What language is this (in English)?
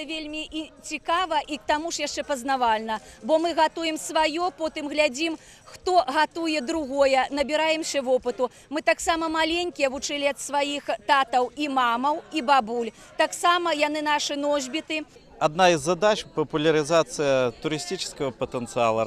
Belarusian